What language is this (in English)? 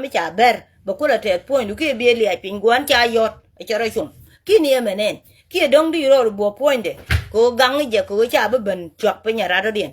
Nuer